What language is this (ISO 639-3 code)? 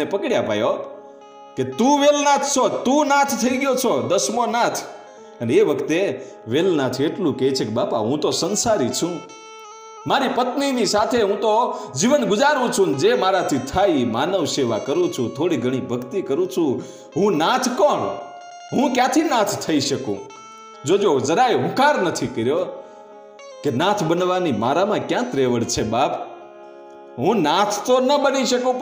guj